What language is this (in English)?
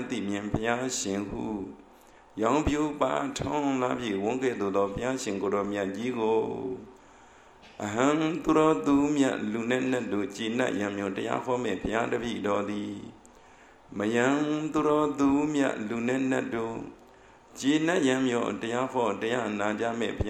Burmese